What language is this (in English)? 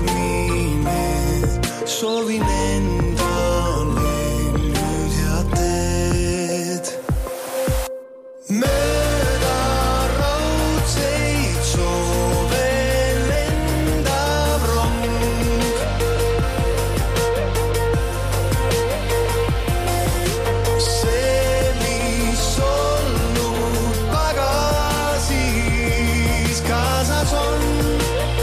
Estonian